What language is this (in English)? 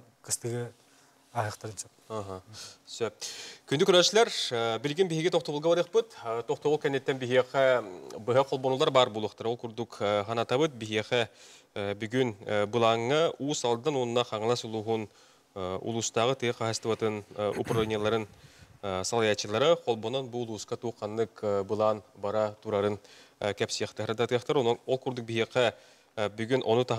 Yakut